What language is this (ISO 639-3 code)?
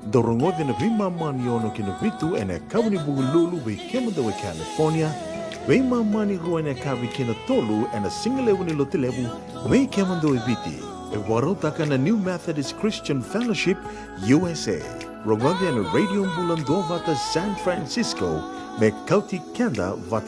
fij